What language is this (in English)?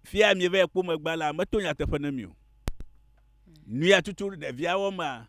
Ewe